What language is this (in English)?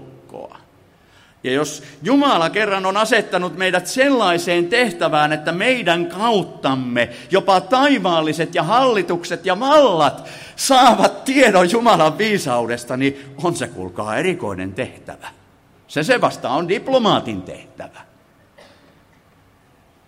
Finnish